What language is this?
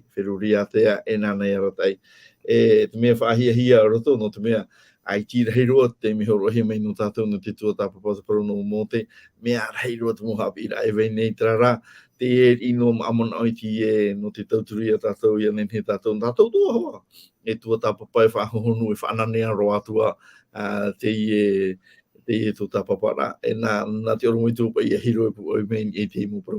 Tahitian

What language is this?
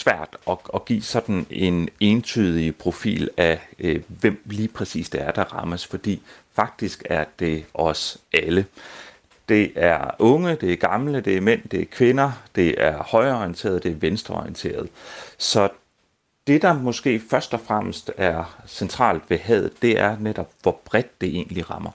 Danish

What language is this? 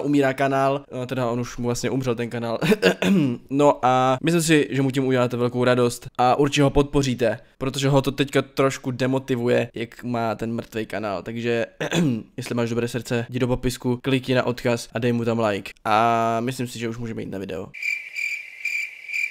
Czech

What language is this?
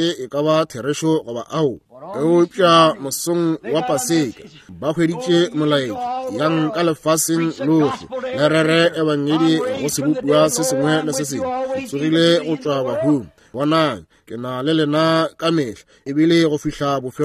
Northern Sotho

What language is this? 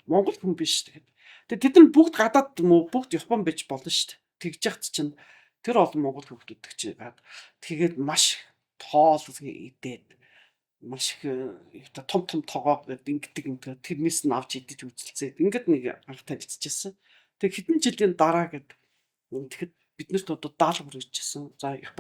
Mongolian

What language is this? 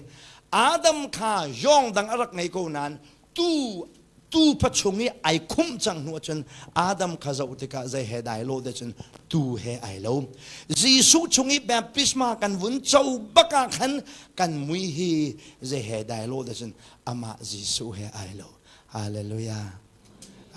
Hakha Chin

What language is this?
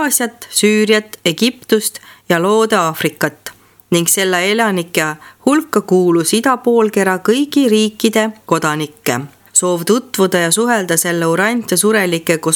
Estonian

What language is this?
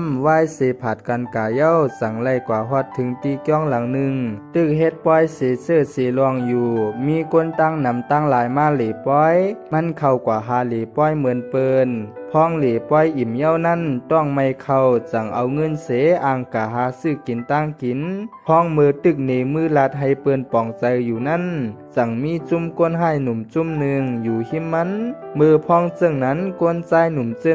Shan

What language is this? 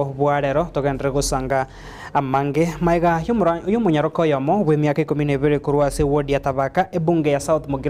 Gusii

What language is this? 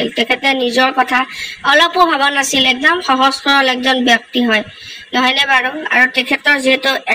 Assamese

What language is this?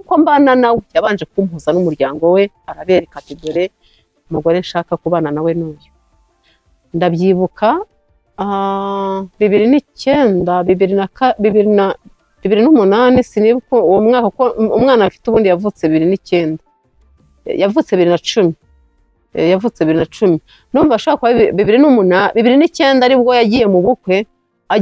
Kinyarwanda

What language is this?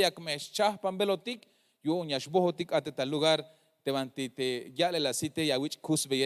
Tzeltal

